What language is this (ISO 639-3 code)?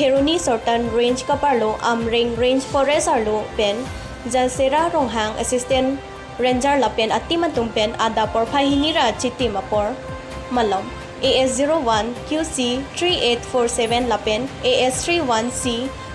mjw